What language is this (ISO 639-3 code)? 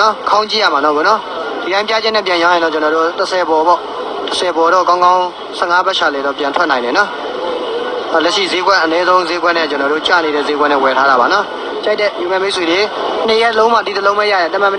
mya